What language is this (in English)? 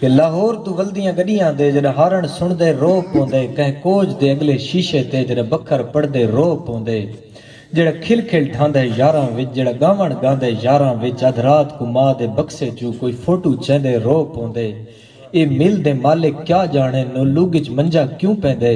Saraiki